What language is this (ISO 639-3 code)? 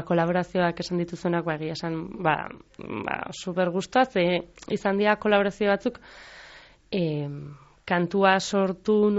eus